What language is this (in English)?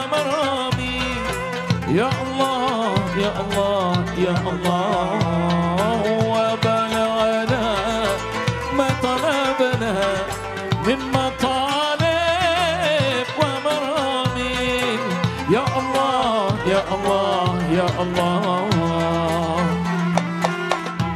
Arabic